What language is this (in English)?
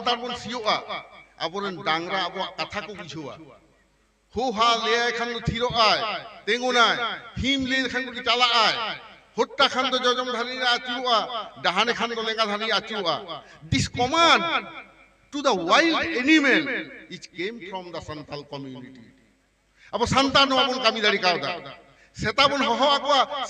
Santali